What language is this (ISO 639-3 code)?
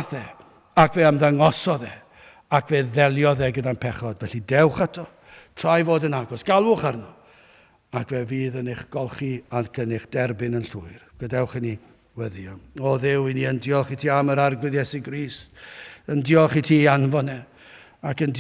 cym